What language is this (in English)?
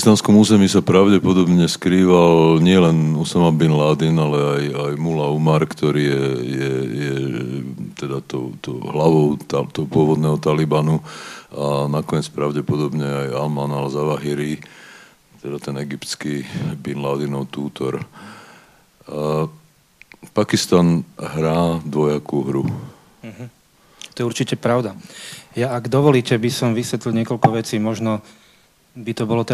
Slovak